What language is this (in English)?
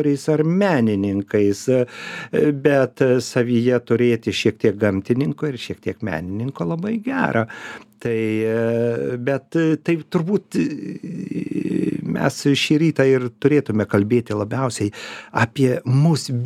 Lithuanian